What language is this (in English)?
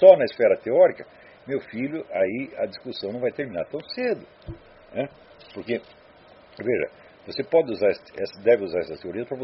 Portuguese